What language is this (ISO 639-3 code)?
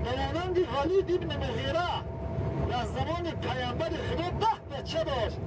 tgk